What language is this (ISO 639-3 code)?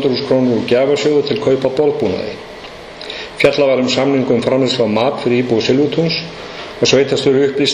isl